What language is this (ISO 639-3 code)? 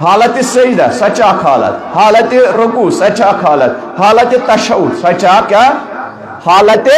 kas